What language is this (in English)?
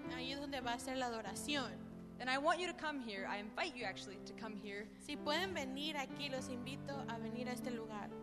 Spanish